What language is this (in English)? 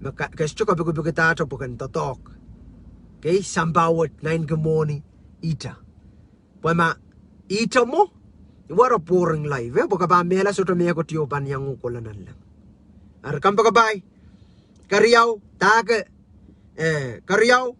Pohnpeian